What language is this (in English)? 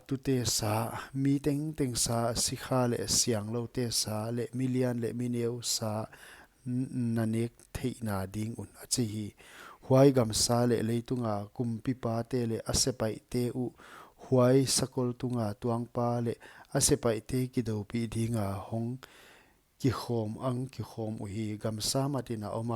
Paite Chin